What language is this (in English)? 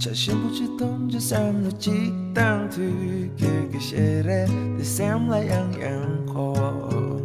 Tibetan